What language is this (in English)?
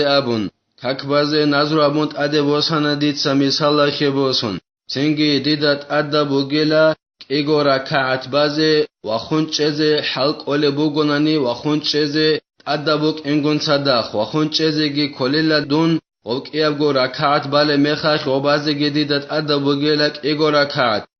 Avaric